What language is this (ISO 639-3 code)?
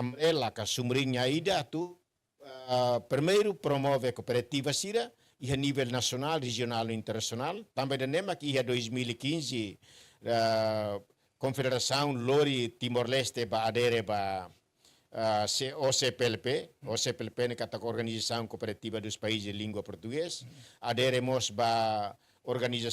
tet